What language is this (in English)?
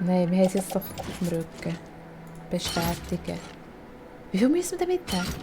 Swiss German